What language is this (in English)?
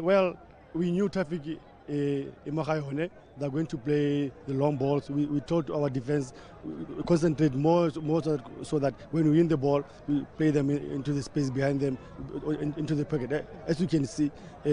Tswana